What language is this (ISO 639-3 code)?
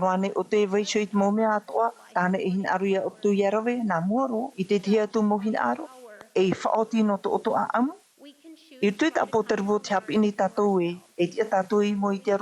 tah